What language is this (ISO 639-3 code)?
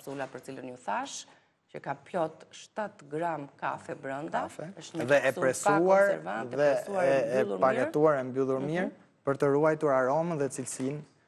sqi